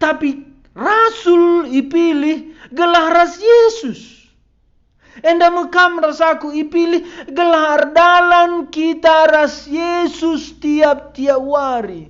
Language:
Batak Karo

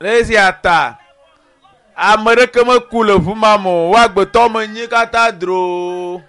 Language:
Ewe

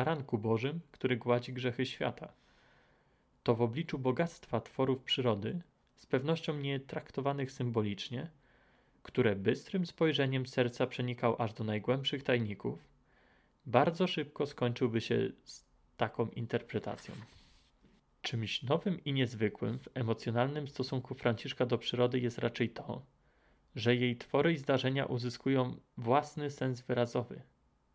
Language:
Polish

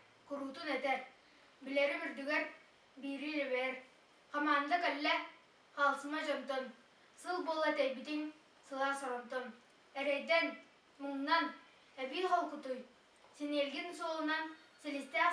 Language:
Yakut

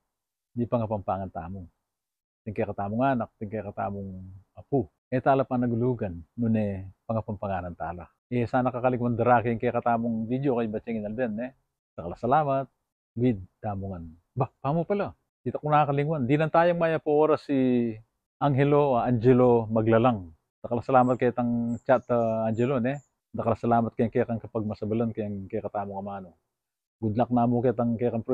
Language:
Pampanga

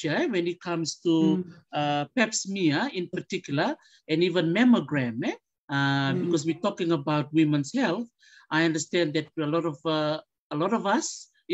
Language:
Fijian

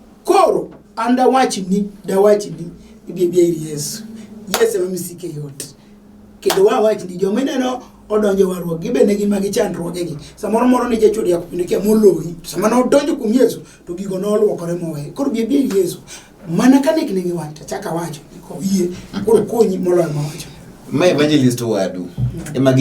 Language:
Luo (Kenya and Tanzania)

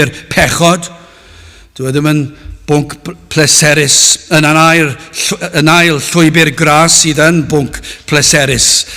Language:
Welsh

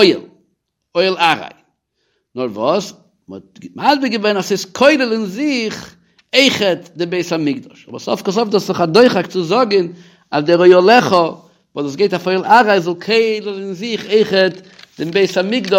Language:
Yiddish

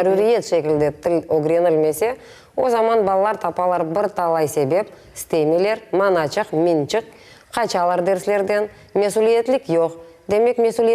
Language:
Crimean Tatar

